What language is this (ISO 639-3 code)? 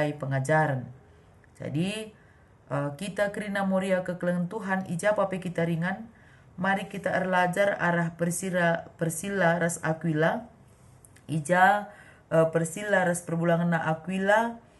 btx